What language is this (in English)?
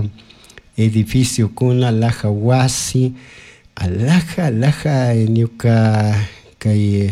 Chimborazo Highland Quichua